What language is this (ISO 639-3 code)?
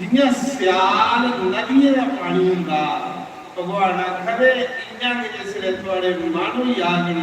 doi